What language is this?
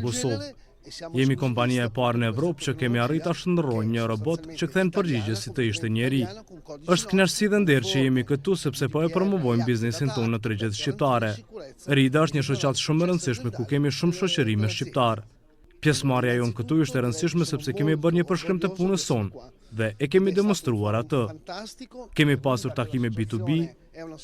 Albanian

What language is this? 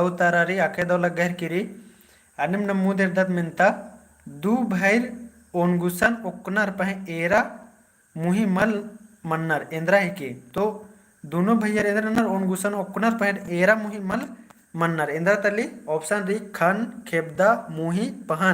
Kurukh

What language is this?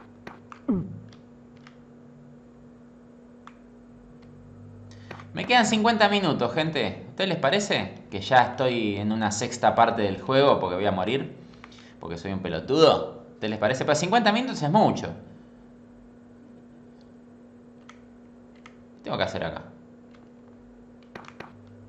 Spanish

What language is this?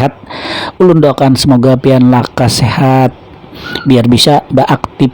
Banjar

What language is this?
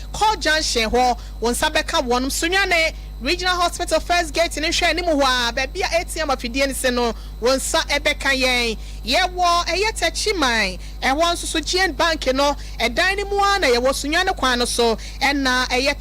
Akan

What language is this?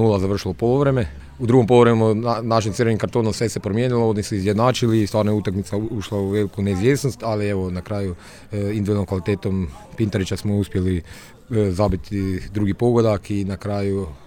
Croatian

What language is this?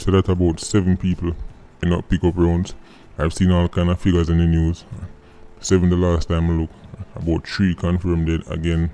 Jamaican Creole English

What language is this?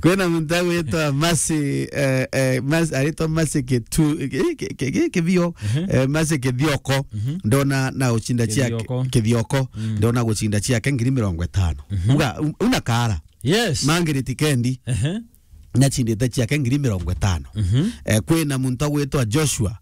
Meru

